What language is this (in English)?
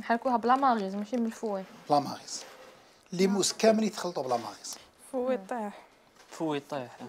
Algerian Arabic